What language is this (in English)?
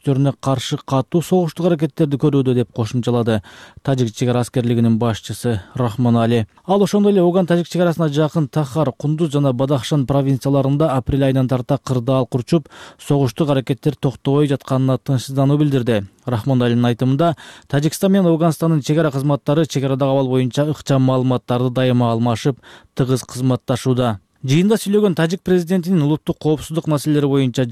Kyrgyz